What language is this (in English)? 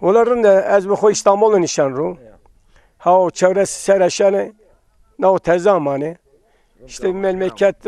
Zaza